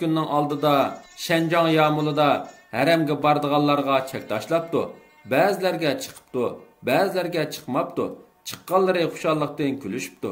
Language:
Uyghur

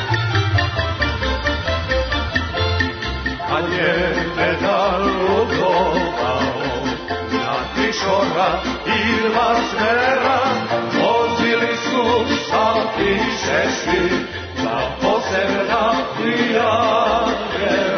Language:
Serbian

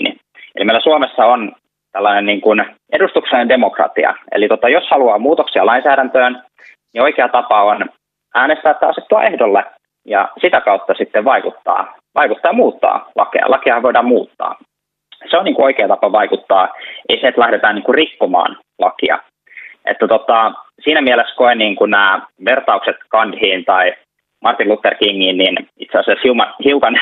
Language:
Finnish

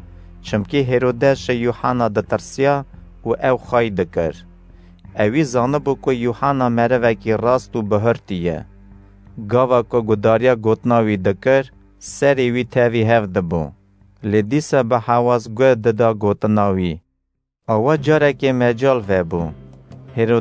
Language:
Kurdish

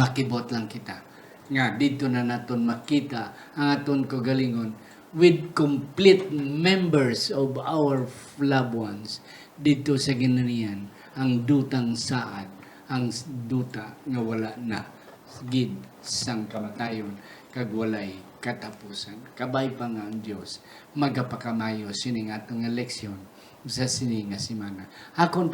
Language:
Hiligaynon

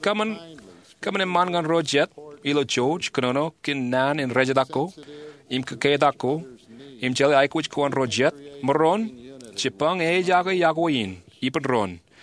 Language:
Marshallese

